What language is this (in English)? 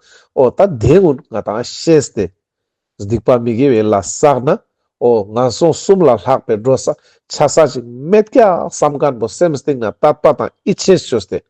Ladakhi